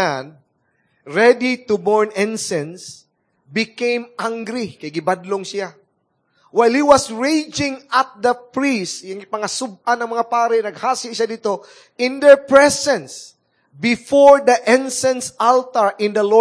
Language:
Cebuano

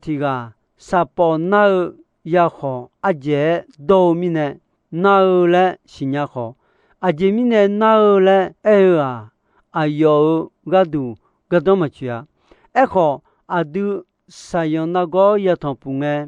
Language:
Akha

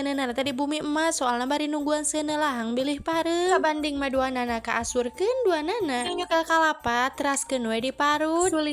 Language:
Sundanese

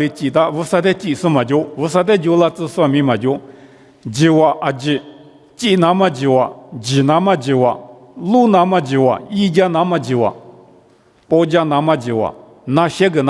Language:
Lisu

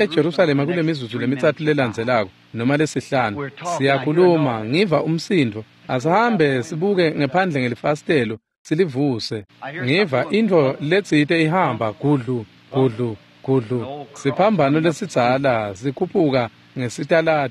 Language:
Swati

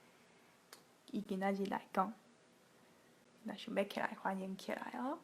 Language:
Min Nan Chinese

